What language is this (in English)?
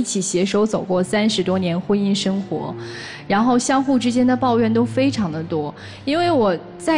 Chinese